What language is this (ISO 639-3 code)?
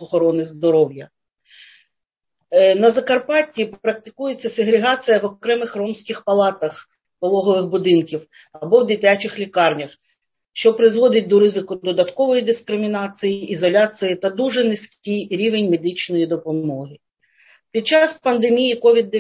ukr